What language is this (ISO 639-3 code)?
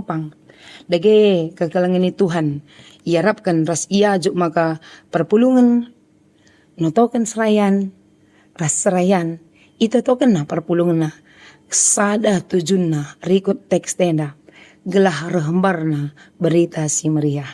btx